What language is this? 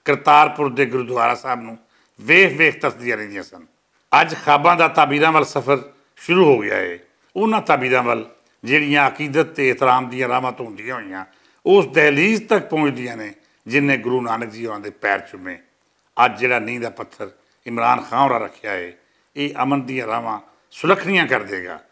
Western Panjabi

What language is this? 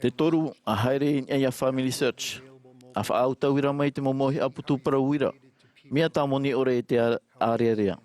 Tahitian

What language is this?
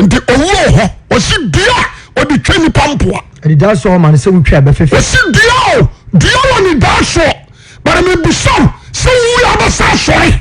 Akan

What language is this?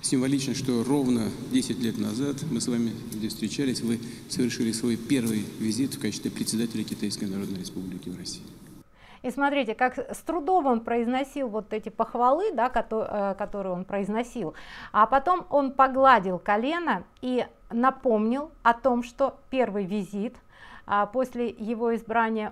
Russian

